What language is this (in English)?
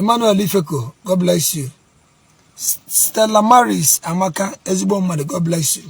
Igbo